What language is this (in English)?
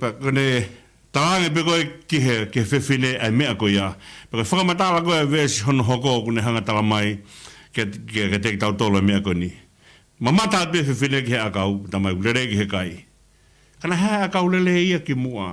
Tongan